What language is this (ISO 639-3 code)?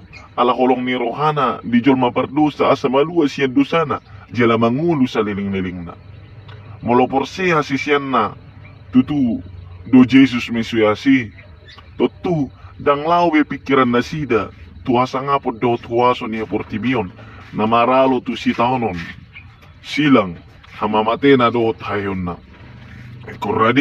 bbc